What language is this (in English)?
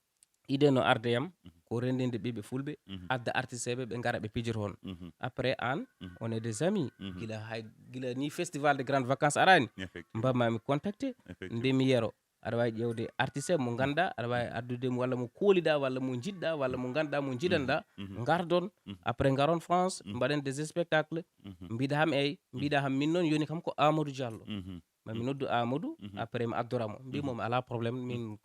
Fula